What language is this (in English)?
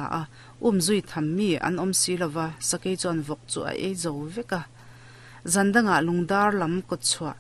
Mizo